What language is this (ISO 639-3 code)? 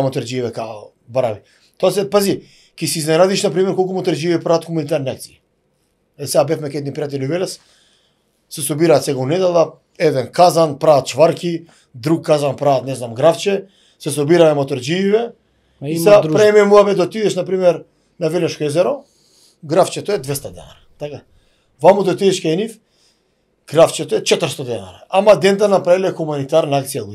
mkd